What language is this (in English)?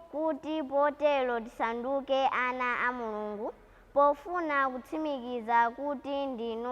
Nyanja